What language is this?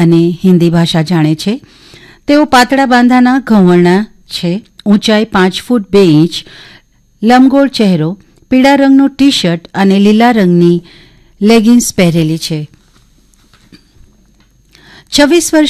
Gujarati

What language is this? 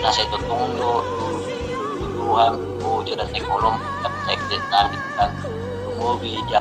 Batak Toba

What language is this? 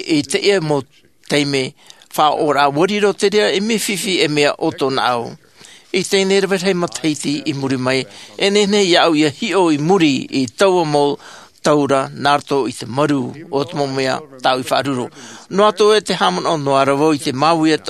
Tahitian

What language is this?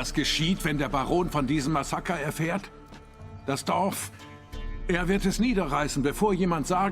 Swiss German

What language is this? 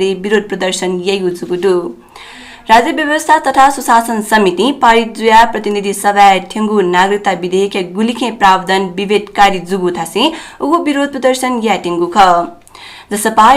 Newari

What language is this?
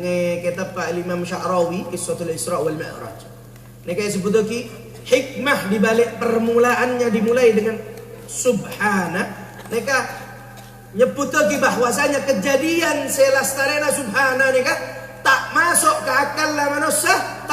Madurese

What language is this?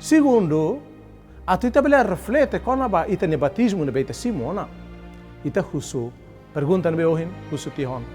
Tetum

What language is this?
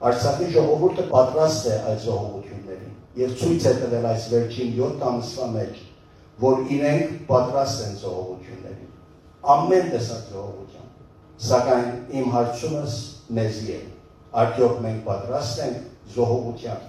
Western Armenian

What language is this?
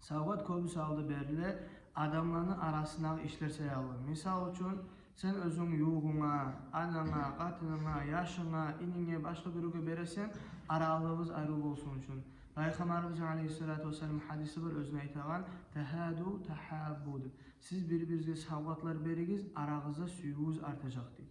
Kumyk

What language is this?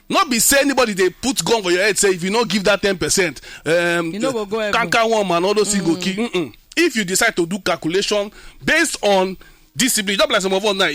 Nigerian Pidgin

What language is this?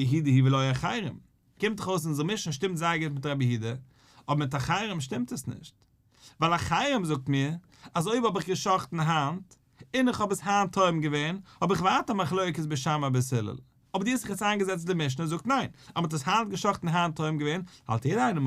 Yiddish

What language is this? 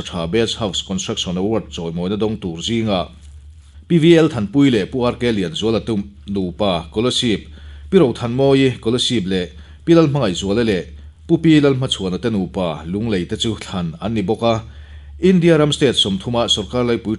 Mizo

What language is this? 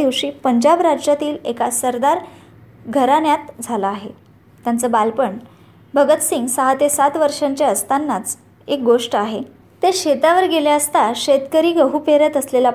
Marathi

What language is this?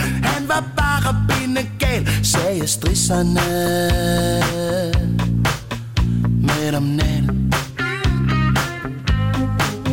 Danish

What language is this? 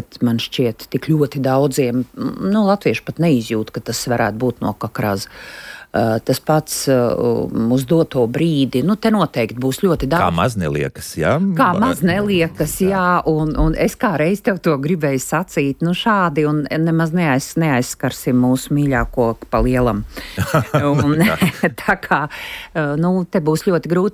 Latvian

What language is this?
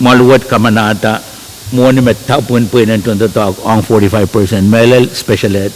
Pohnpeian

